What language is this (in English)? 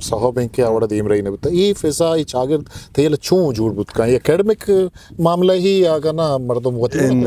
Eastern Balochi